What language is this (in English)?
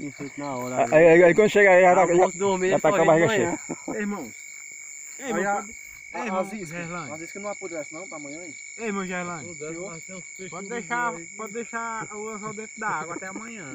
Portuguese